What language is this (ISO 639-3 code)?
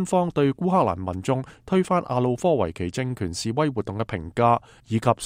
yue